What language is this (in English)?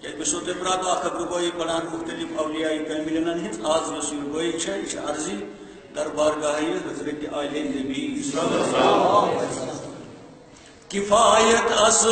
Kashmiri